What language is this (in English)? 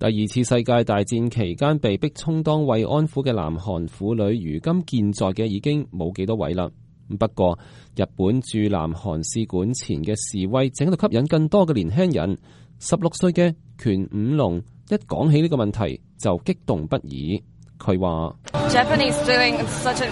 Cantonese